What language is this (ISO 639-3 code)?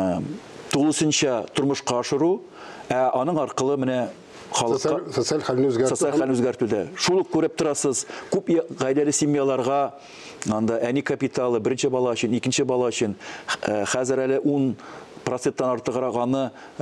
tat